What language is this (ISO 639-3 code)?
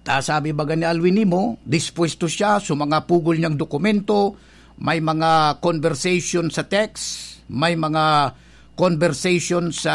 bik